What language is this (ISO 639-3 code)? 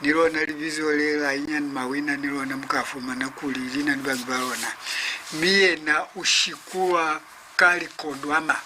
loz